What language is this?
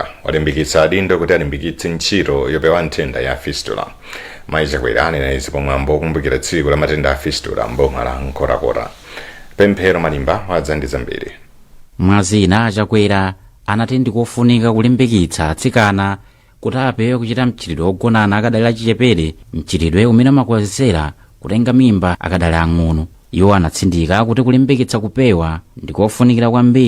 Nyanja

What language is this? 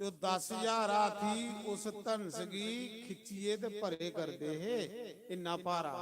Dogri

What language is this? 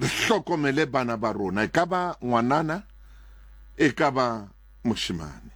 Southern Sotho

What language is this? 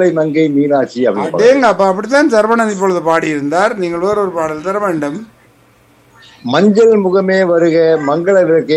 Tamil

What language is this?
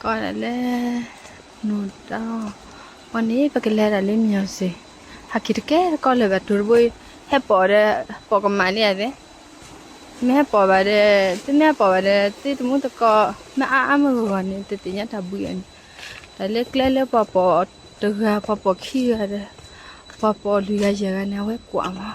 S'gaw Karen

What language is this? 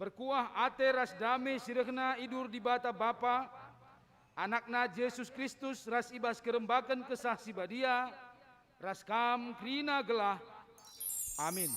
Batak Karo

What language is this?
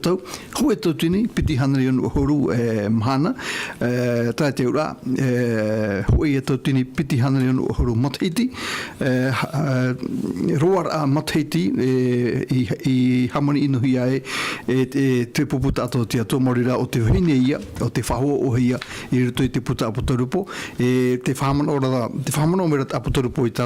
Tahitian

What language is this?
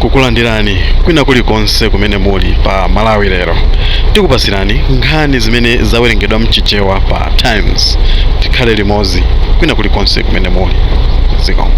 Nyanja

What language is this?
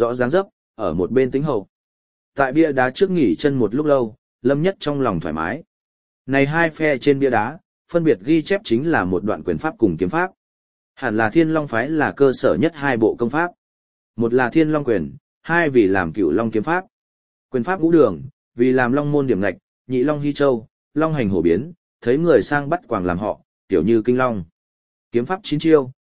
Vietnamese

